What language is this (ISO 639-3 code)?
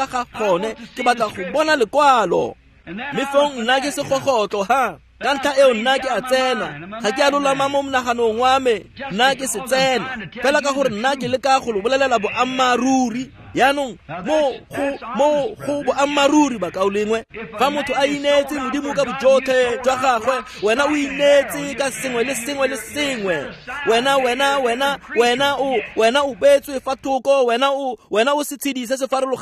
tsn